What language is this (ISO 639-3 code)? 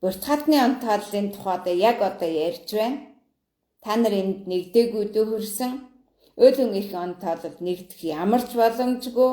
mon